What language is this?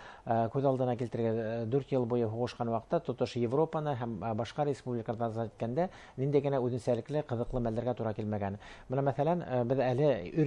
Bashkir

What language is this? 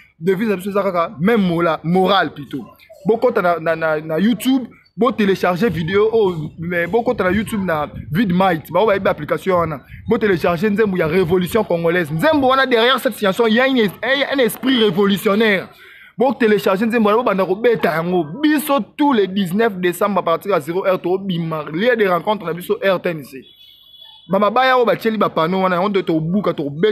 Lingala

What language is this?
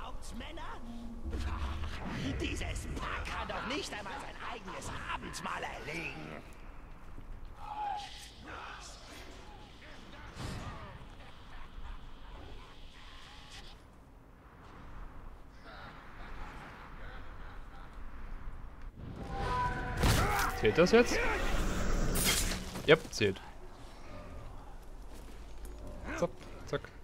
German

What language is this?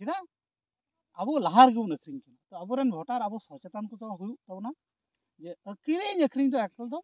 Santali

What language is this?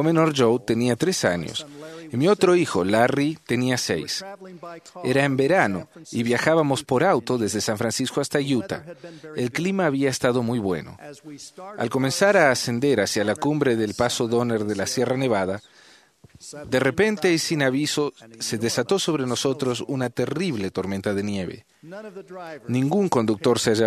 Spanish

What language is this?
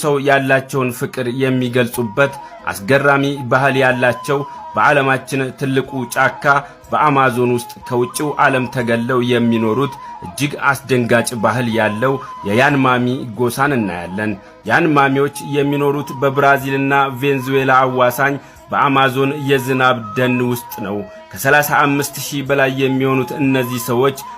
Amharic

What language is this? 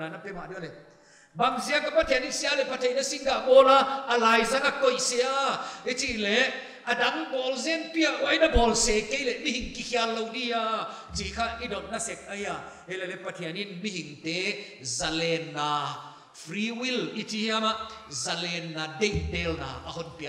Paite Chin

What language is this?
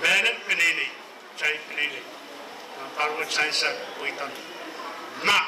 Pohnpeian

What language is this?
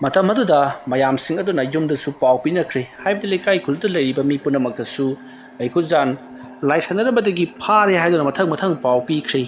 Manipuri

